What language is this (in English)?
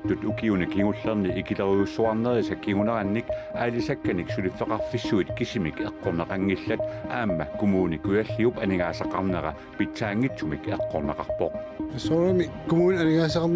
Kalaallisut